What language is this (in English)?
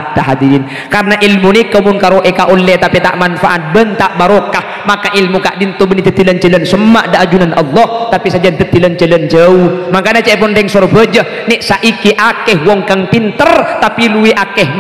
Madurese